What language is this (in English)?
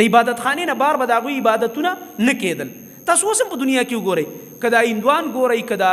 Pashto